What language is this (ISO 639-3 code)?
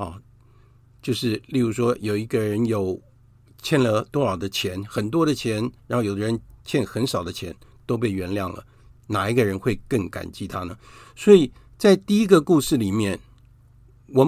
zho